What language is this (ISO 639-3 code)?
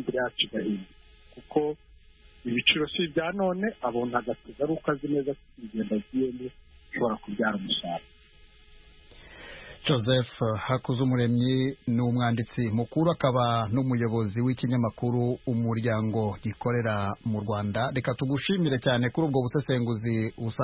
kin